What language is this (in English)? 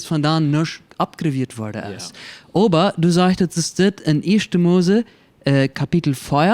Plautdietsch